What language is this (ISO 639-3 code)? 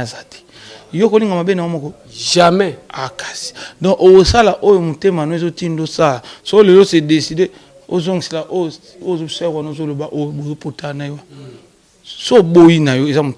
lin